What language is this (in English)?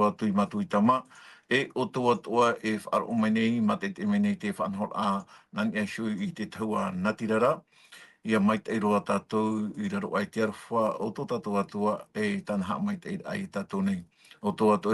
Tahitian